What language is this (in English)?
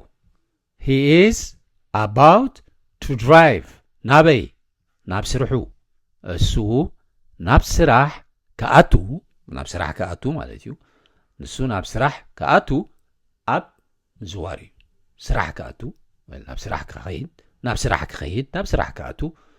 Tigrinya